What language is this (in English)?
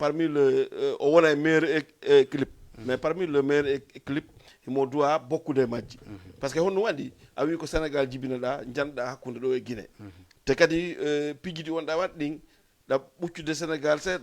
Fula